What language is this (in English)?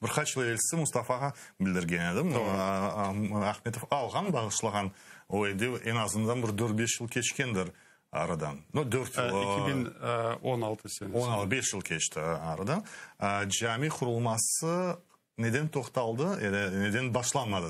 Crimean Tatar